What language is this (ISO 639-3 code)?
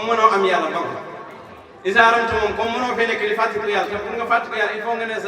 wol